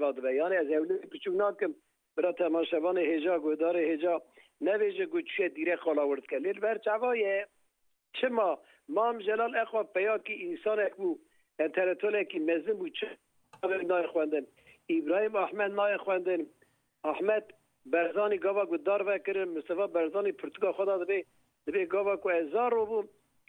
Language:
Kurdish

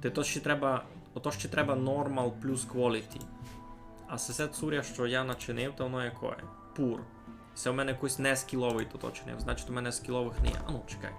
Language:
Rusyn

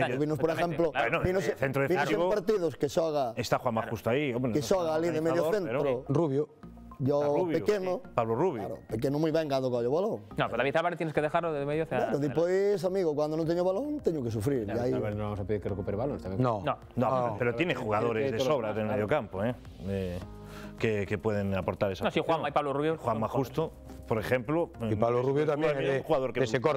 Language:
Spanish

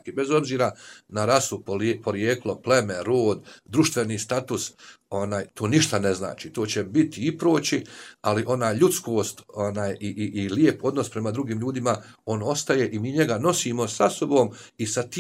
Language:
Bosnian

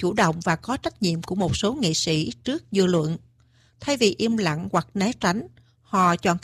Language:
Vietnamese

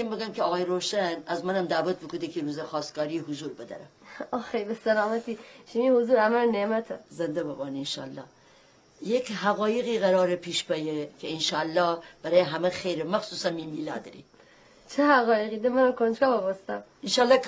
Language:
Gilaki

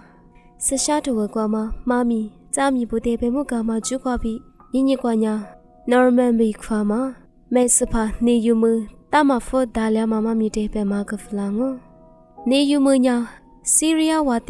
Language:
Lisu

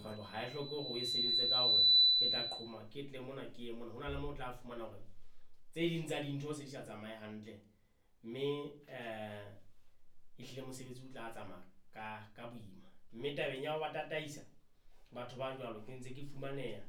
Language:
Southern Sotho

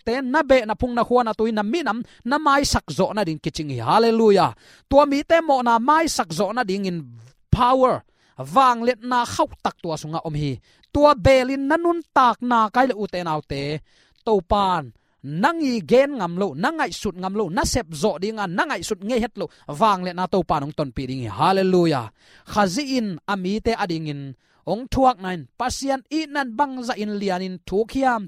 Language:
Tedim Chin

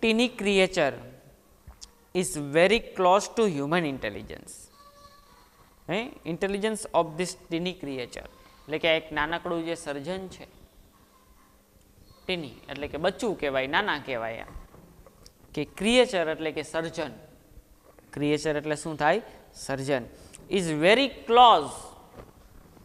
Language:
Gujarati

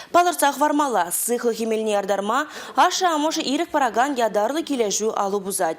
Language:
Chuvash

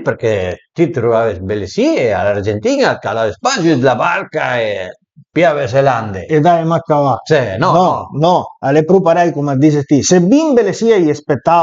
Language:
Piedmontese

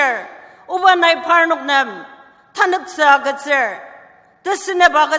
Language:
Ao Naga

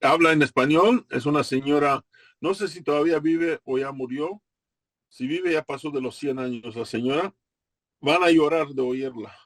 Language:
Ladino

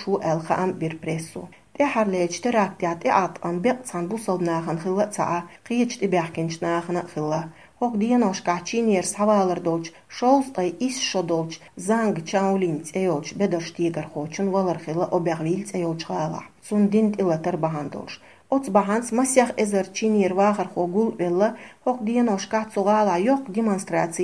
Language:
Chechen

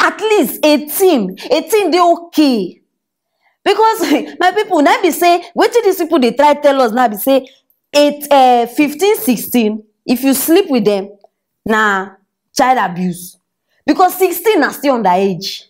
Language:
Nigerian Pidgin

